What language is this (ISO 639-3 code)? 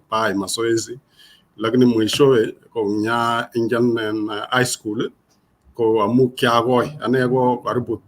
kln